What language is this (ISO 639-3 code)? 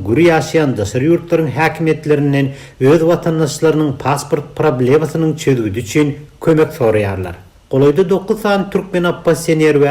tuk